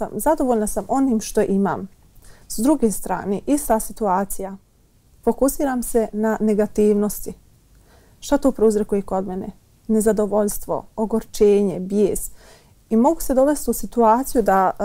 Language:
Bosnian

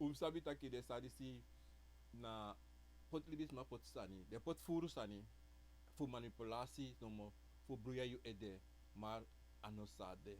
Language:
Sranan Tongo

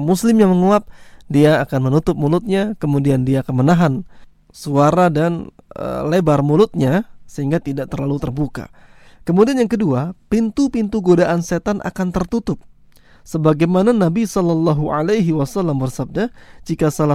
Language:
Indonesian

